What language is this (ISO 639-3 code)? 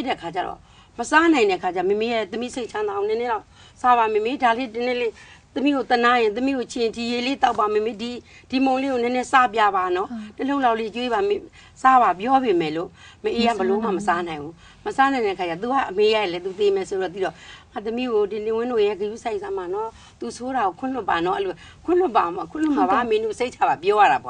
mya